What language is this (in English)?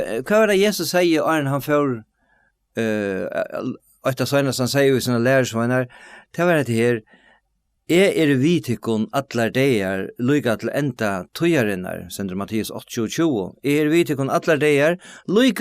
Faroese